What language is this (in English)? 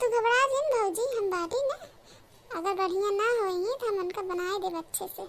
Awadhi